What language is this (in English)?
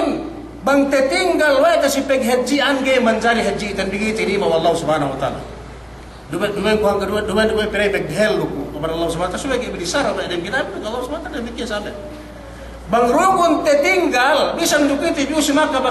Yakan